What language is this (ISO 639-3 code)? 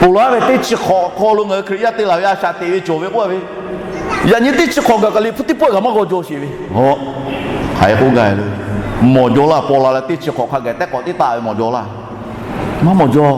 lhu